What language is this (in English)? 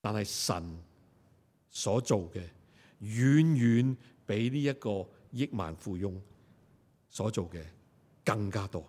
Cantonese